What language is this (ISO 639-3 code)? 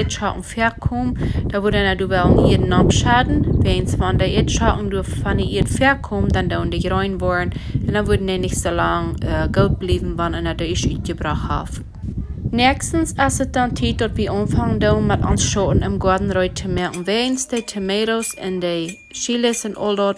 pdt